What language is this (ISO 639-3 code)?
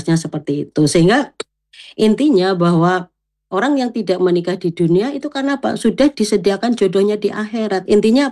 ind